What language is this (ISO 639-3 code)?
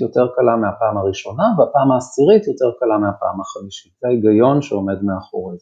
heb